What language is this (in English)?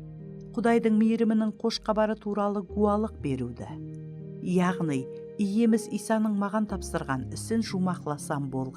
Kara-Kalpak